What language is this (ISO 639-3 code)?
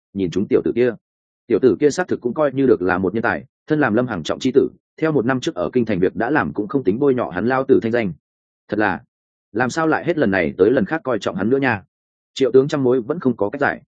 vie